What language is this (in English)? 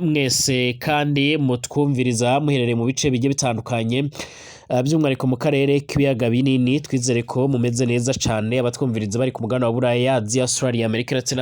Rundi